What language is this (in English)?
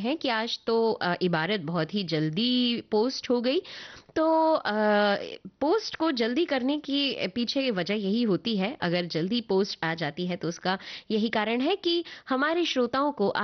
Hindi